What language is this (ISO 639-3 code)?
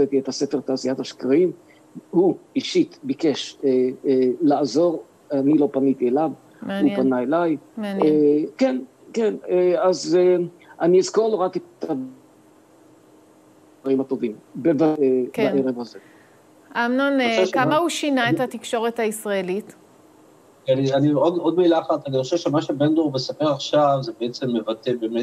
heb